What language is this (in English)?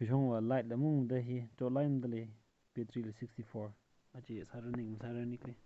Tangkhul Naga (India)